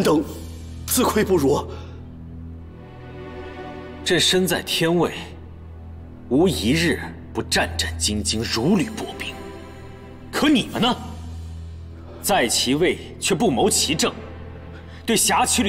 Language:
Chinese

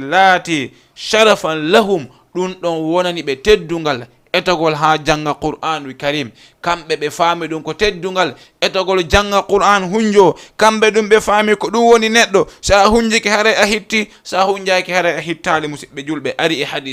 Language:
Fula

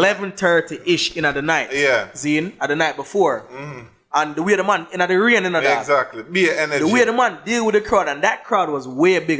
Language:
Jamaican Creole English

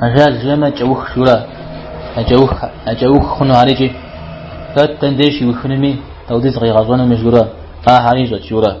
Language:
Kabardian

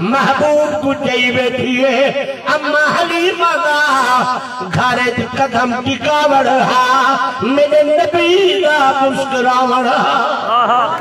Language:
Saraiki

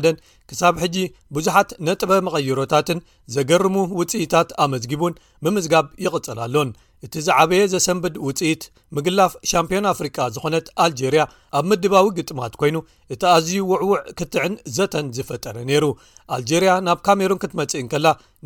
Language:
Tigrinya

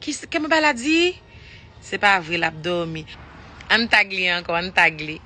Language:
Haitian Creole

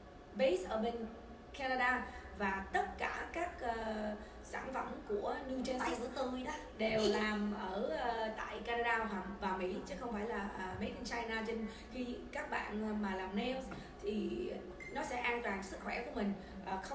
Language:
Vietnamese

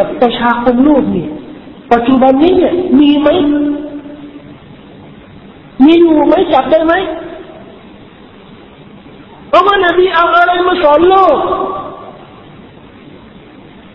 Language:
Thai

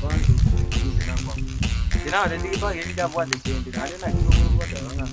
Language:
Gusii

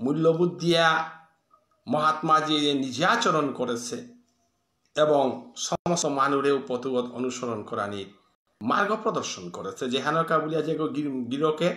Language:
Bishnupriya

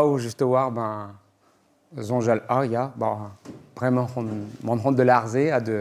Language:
Breton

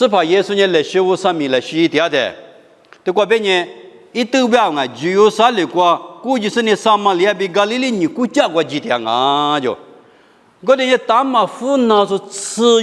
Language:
Lisu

